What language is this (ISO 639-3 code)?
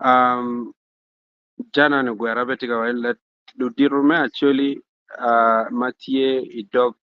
ach